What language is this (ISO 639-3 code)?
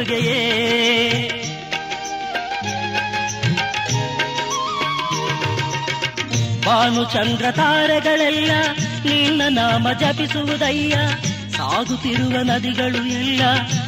kan